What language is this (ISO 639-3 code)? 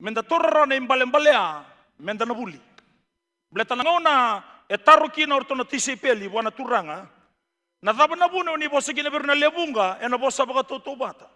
fij